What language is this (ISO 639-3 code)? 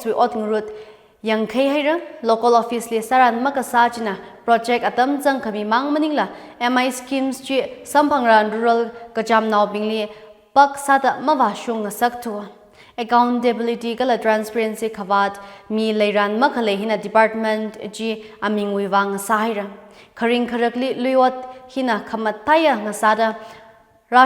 nmf